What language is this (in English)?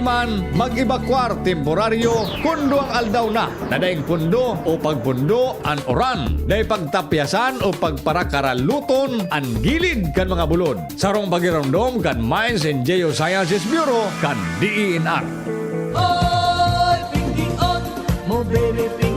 Bikol